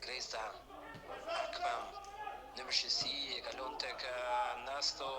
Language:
Albanian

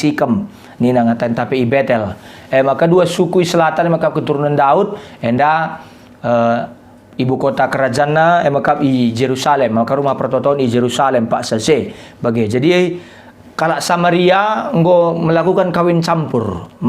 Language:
Batak Karo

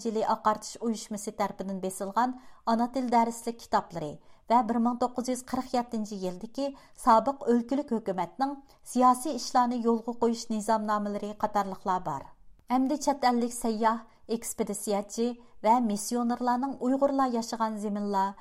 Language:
Uyghur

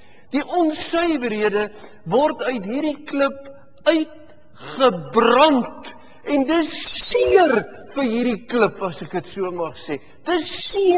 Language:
Afrikaans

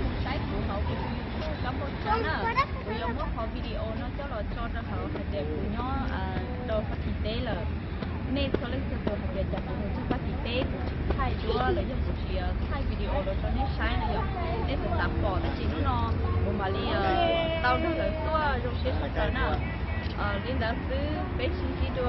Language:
Hmong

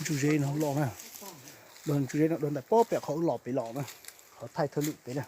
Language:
Hmong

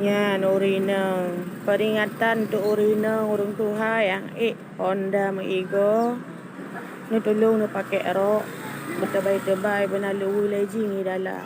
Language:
Achinese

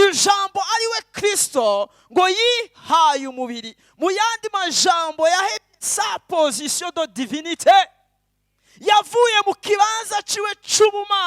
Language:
Rundi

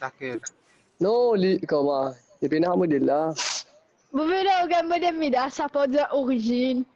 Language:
Morisyen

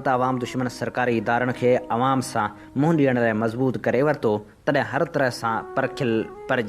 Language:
Sindhi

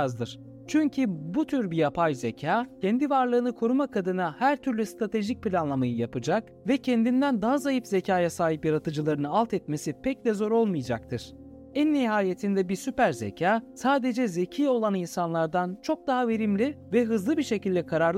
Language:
Turkish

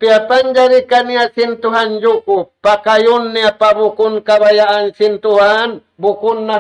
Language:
Tausug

